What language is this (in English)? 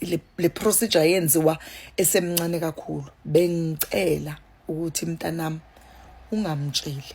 Zulu